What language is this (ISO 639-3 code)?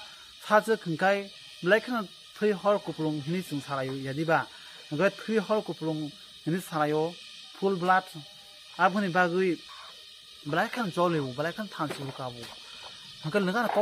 trp